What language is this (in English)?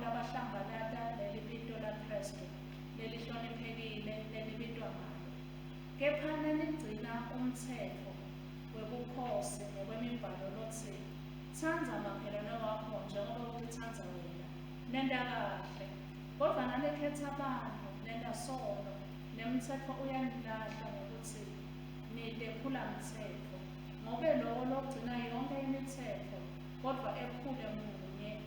Swati